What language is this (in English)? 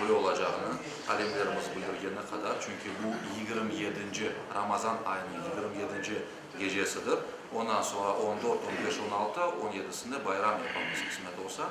Crimean Tatar